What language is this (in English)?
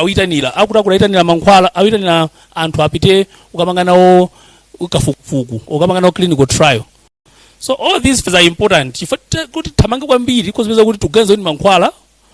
Nyanja